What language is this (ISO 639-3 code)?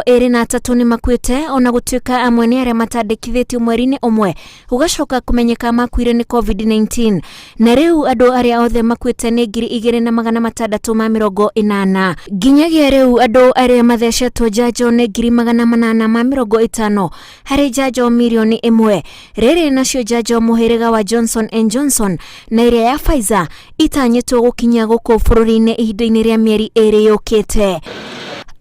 kik